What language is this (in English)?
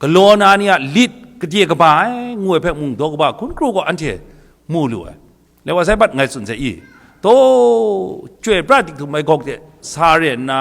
Kachin